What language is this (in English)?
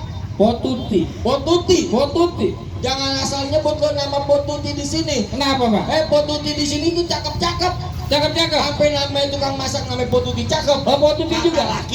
Betawi